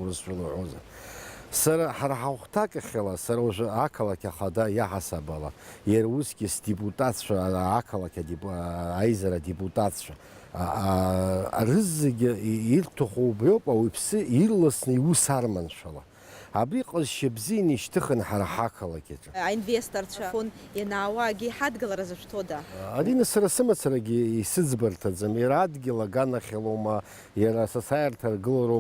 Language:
Abkhazian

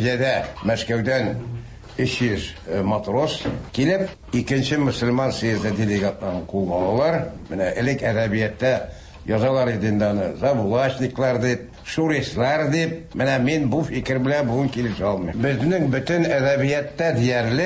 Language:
Tatar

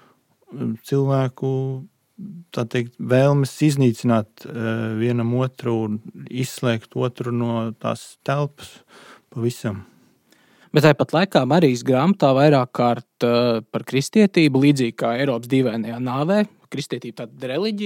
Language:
Latvian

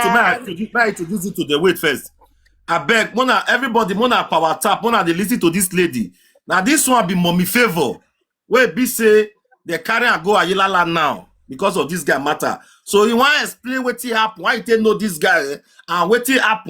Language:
Nigerian Pidgin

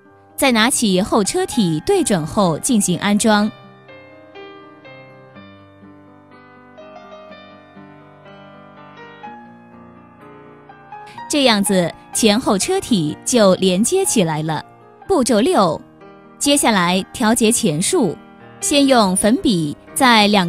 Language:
Chinese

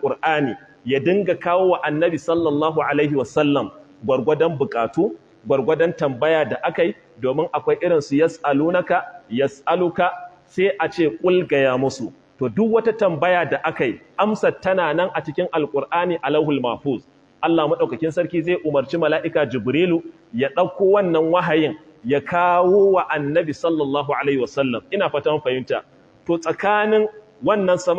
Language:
Hausa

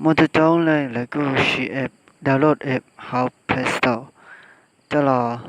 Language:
Hmong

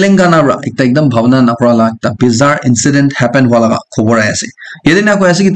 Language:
Naga Pidgin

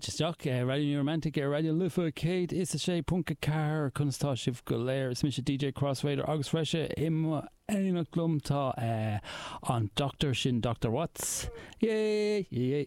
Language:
Irish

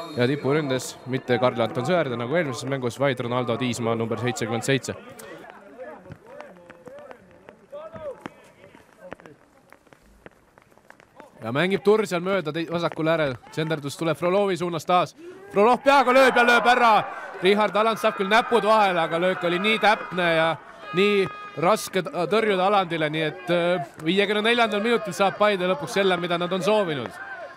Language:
Estonian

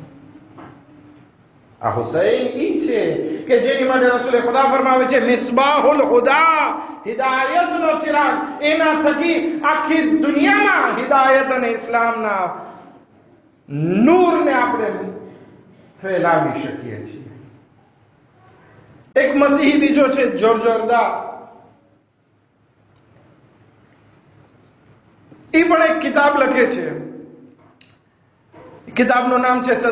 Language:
Gujarati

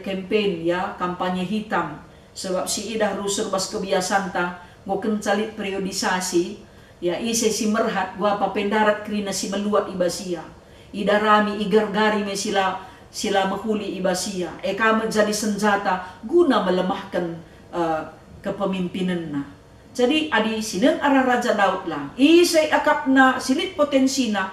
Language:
Batak Karo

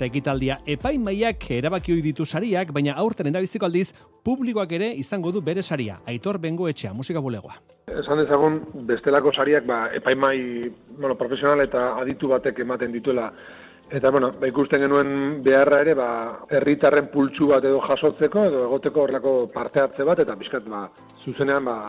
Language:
Basque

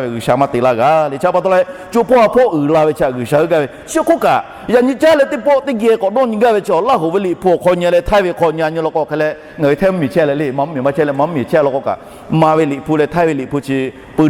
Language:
Lahu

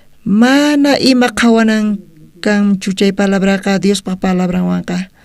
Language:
South Bolivian Quechua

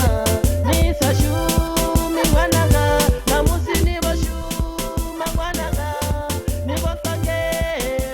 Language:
Venda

